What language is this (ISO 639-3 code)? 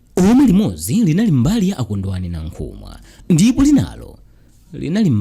nya